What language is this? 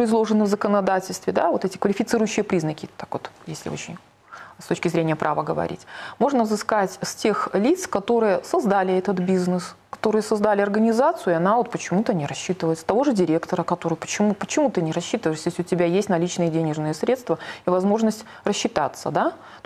Russian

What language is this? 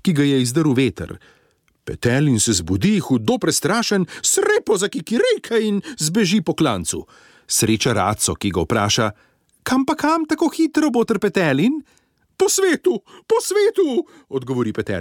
Slovenian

